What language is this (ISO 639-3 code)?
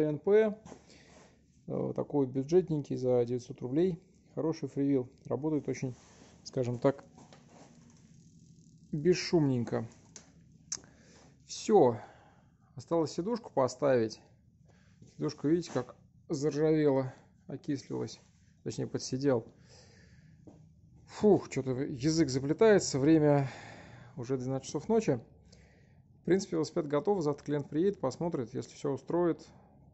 rus